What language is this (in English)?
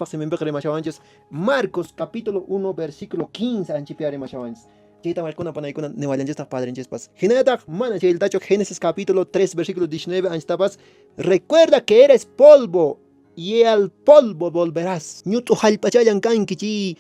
Quechua